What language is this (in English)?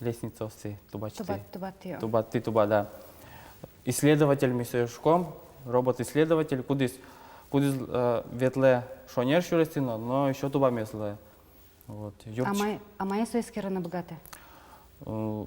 Udmurt